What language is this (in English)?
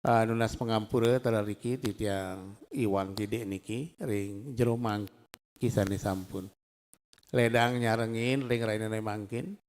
Balinese